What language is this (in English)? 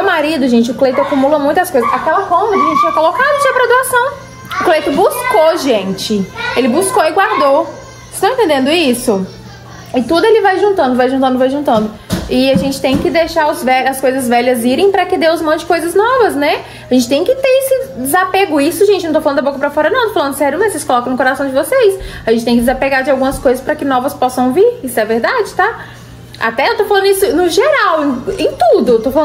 Portuguese